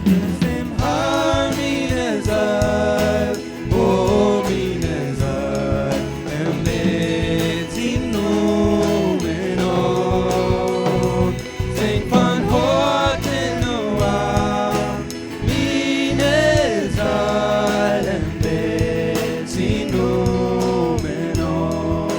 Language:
Plautdietsch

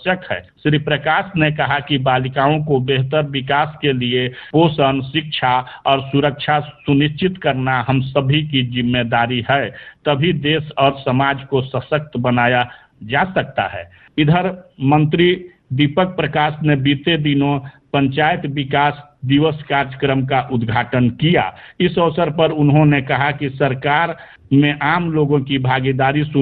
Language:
Hindi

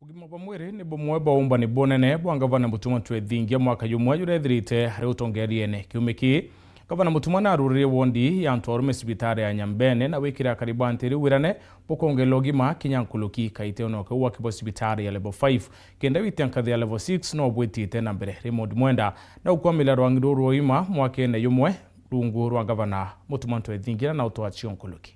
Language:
Meru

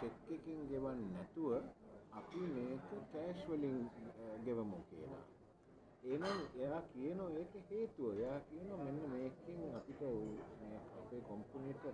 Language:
Sinhala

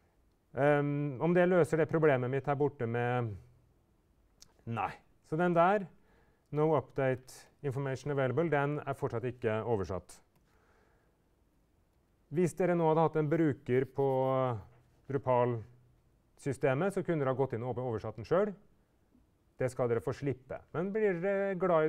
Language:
Norwegian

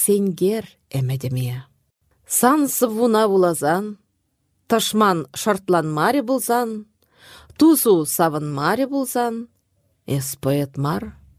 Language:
Chuvash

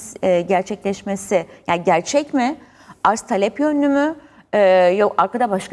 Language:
Turkish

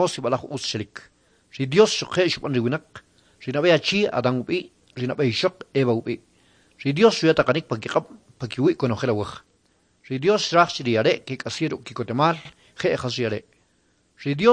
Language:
Kʼicheʼ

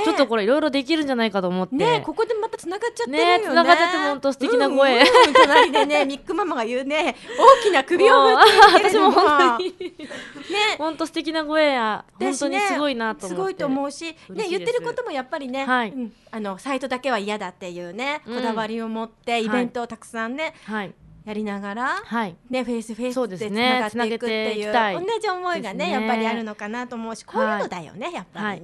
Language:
Japanese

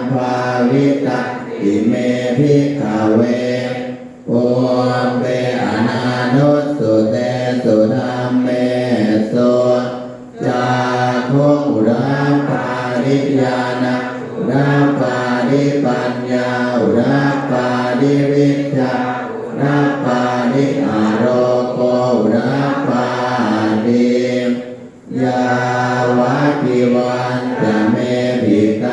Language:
Pali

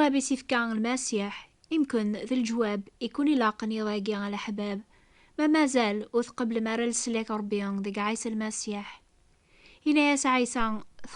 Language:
Kabyle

